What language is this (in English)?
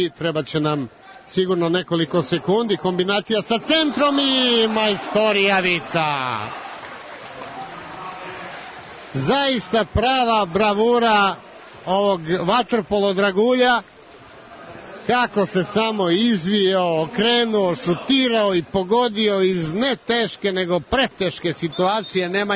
Serbian